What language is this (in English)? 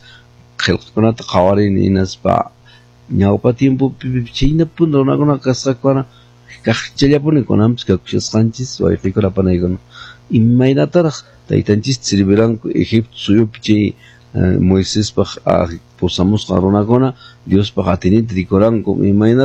Quechua